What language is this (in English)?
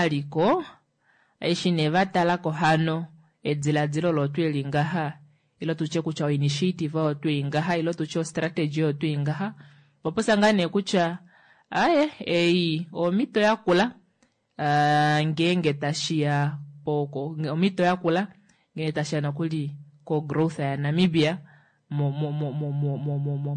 Kuanyama